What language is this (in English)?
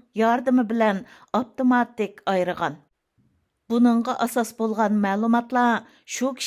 Uyghur